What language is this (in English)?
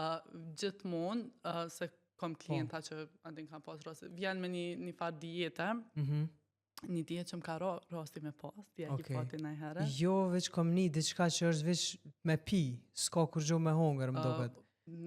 Albanian